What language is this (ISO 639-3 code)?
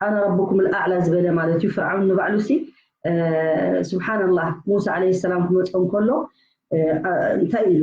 tir